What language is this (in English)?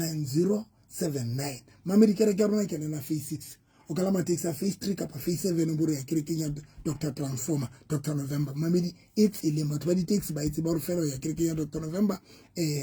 Southern Sotho